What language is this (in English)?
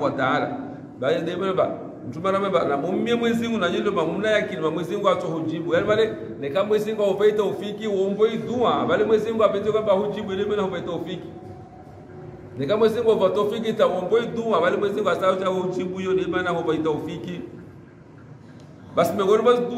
Swahili